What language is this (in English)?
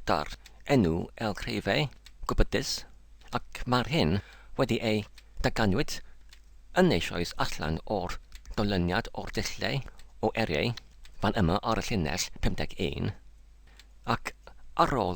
Welsh